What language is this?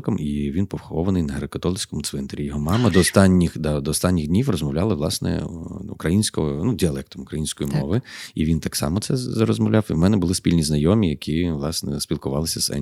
Ukrainian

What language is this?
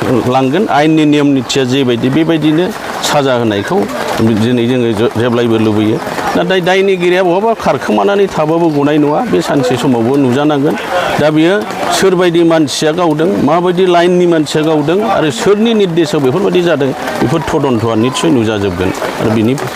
Bodo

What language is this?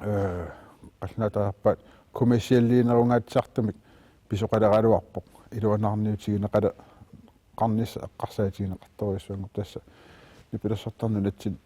Kalaallisut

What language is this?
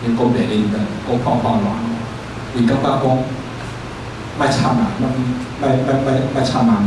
Min Nan Chinese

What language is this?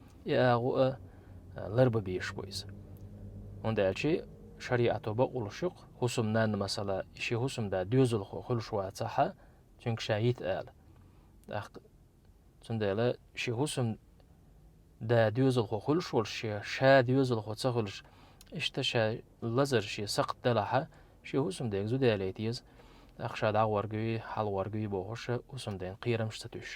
Chechen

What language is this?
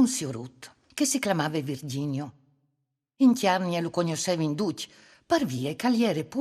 Friulian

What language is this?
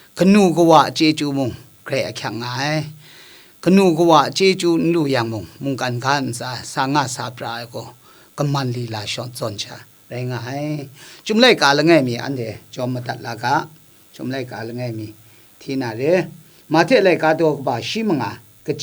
Kachin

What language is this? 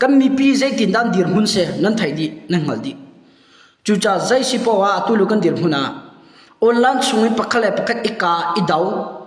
Hakha Chin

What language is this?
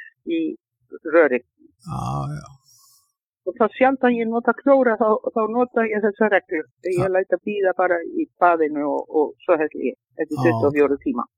Icelandic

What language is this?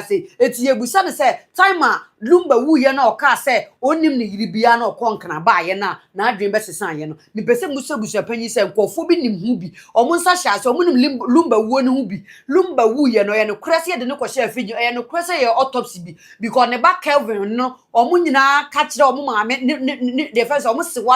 Akan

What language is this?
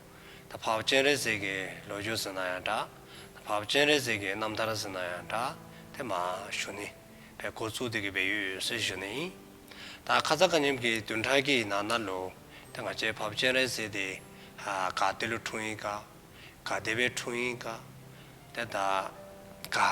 Dzongkha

